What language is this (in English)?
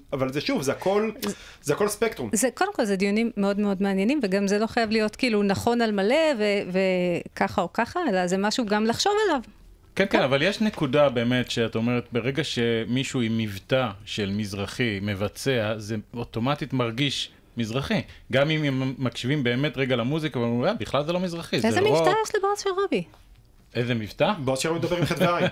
Hebrew